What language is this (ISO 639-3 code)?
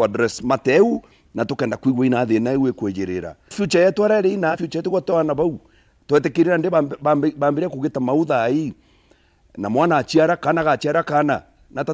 mer